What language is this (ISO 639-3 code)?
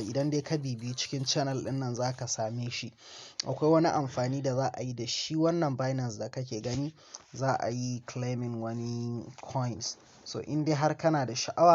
hau